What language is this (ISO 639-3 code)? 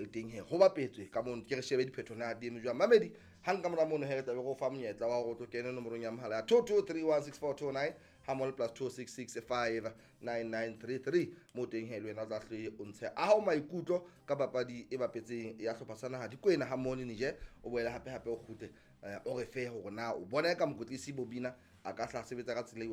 sot